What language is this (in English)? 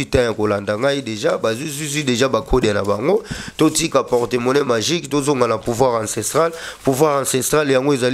Lingala